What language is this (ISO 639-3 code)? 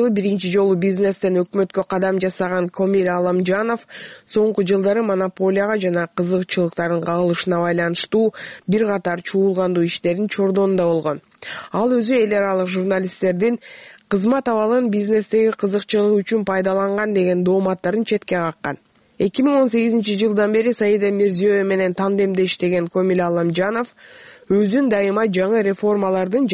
kir